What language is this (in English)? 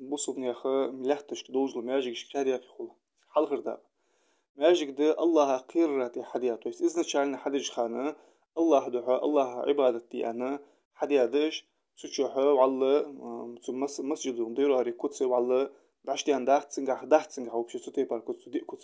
Ingush